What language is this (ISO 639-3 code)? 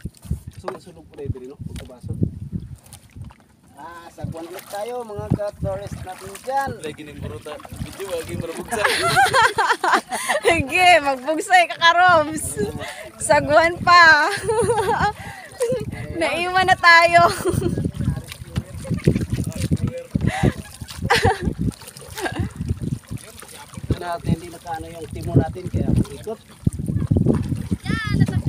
fil